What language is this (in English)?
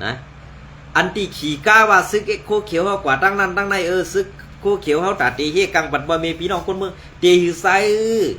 Shan